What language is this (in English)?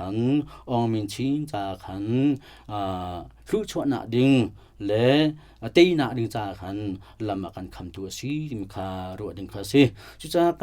Hakha Chin